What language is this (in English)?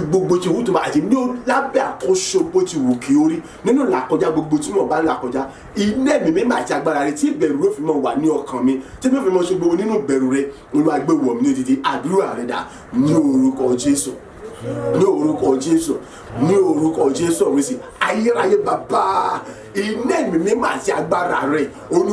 Yoruba